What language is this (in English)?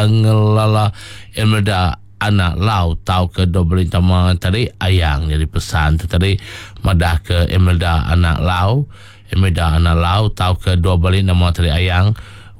Iban